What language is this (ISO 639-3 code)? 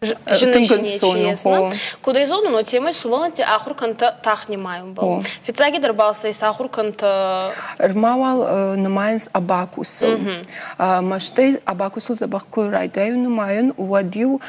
oss